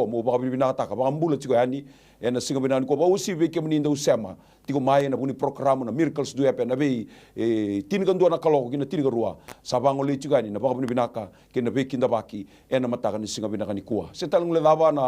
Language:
Fijian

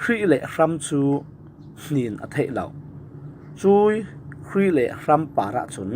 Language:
Falam Chin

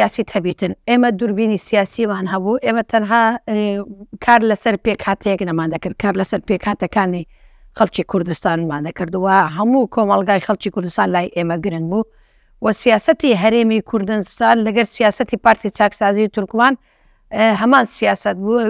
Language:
Central Kurdish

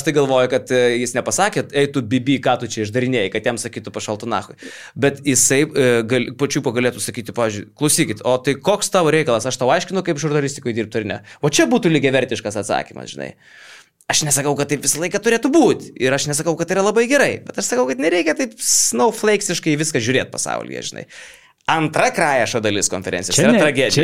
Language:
Lithuanian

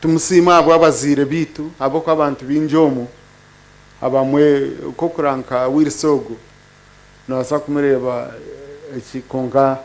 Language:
Nyankole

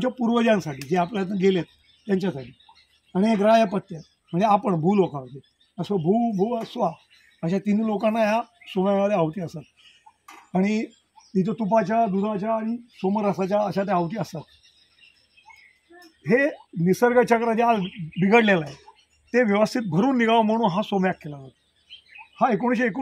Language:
Marathi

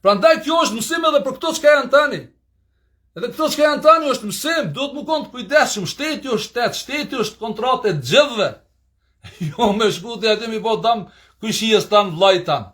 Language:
Albanian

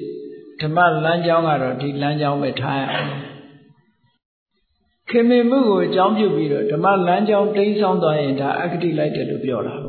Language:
Burmese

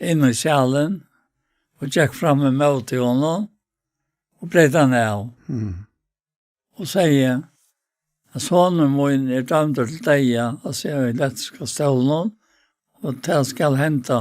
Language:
Faroese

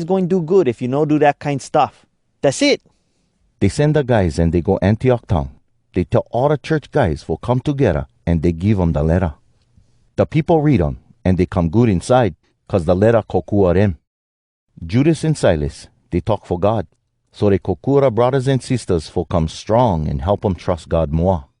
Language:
Hawai'i Creole English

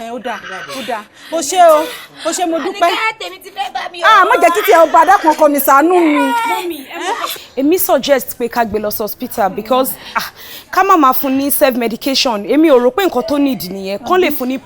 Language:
Yoruba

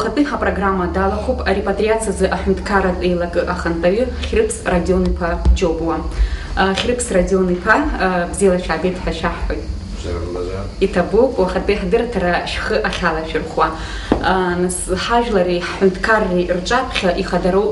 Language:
Abkhazian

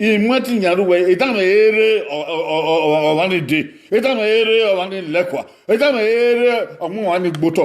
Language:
Bini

